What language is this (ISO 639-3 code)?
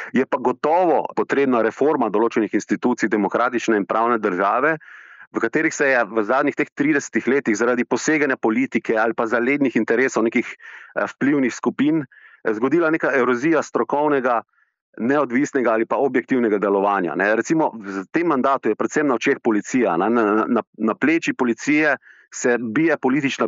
slv